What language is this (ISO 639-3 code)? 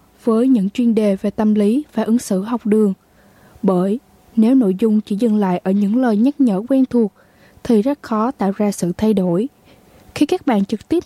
vie